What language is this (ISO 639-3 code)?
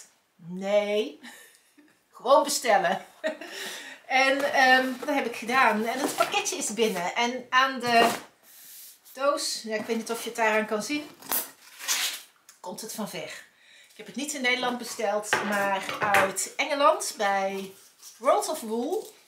nld